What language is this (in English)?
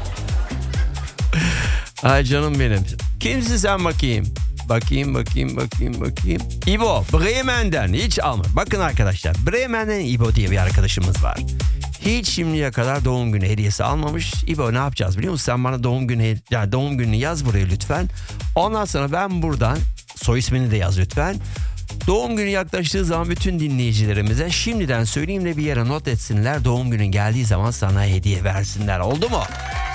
Turkish